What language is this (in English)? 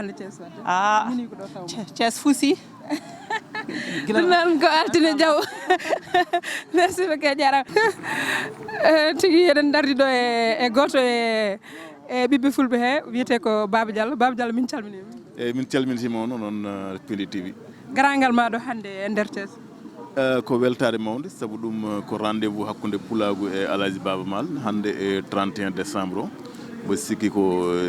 Fula